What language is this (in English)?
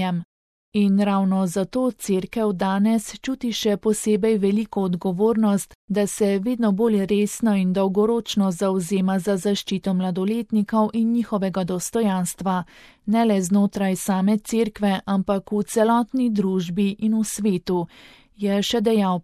Slovenian